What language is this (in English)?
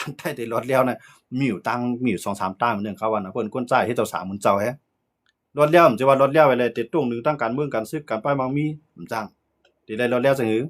Shan